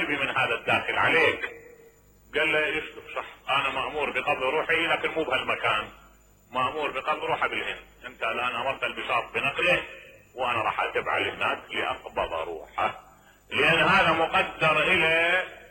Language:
Mesopotamian Arabic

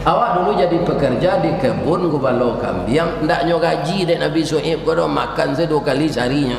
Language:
Minangkabau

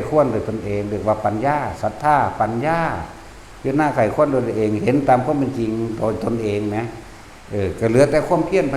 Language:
Northeastern Thai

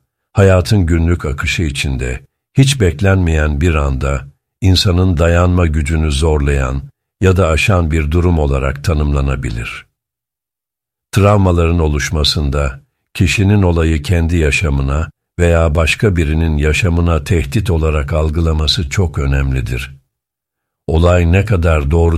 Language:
Turkish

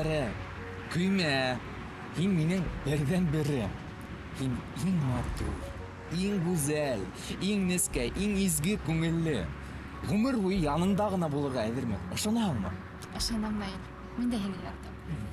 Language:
Bashkir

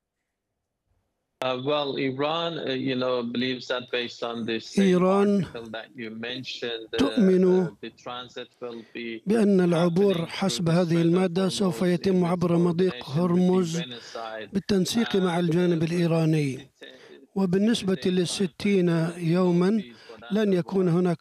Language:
Arabic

